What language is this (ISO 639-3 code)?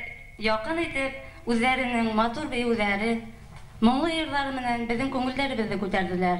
bak